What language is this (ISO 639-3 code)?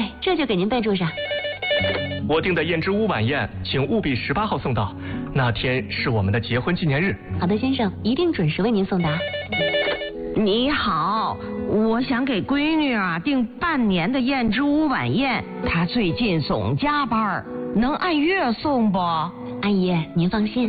zho